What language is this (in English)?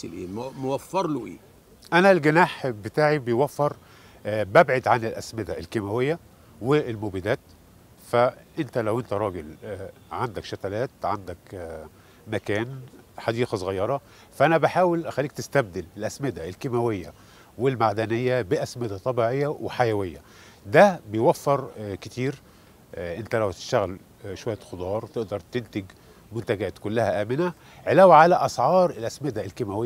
Egyptian Arabic